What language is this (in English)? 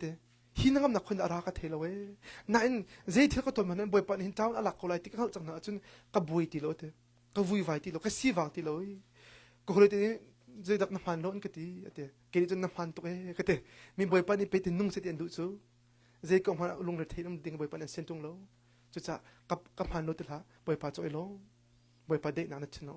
Hakha Chin